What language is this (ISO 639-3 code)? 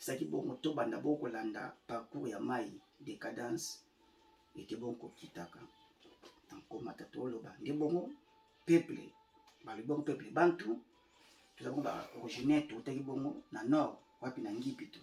lin